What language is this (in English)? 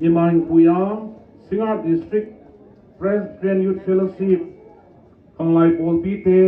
Tedim Chin